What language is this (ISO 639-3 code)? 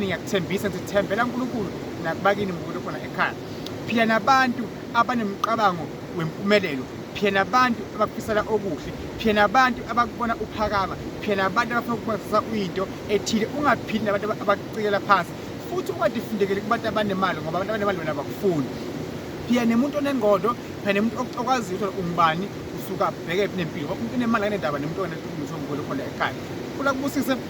zul